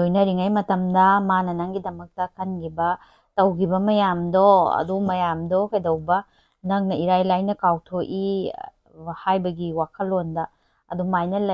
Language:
Manipuri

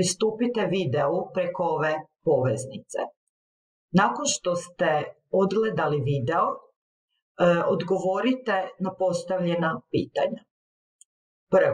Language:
Croatian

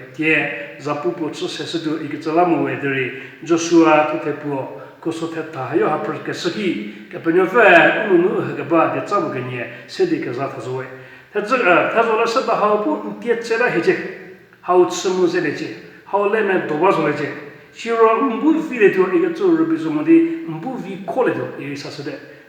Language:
Angami Naga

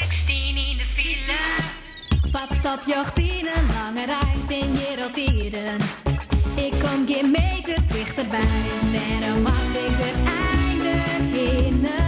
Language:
Western Frisian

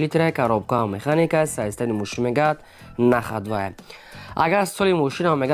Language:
Tajik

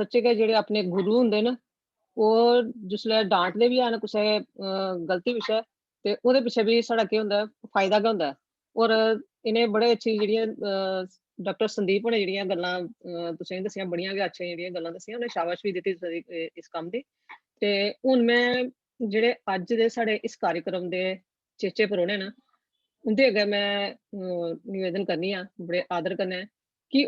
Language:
Dogri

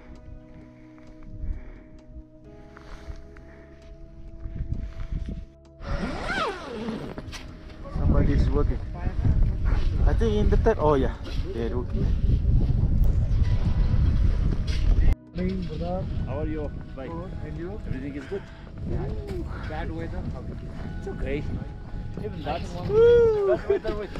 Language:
Malay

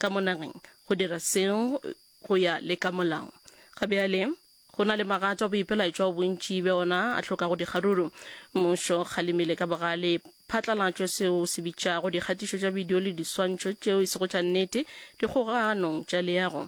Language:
Northern Sotho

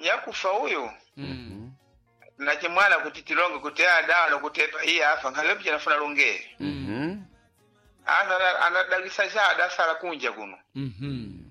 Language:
Sena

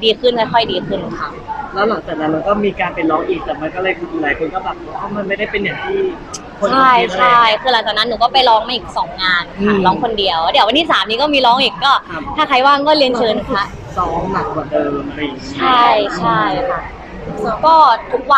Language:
Thai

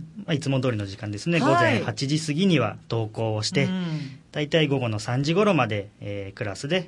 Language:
Japanese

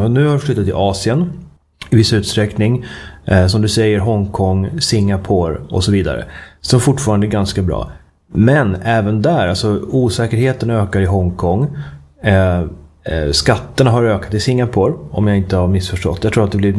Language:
Swedish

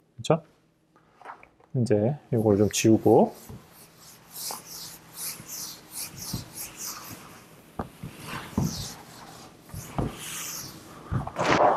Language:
Korean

